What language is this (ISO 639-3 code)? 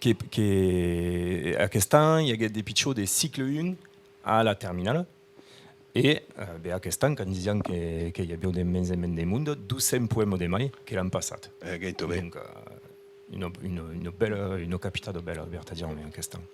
oci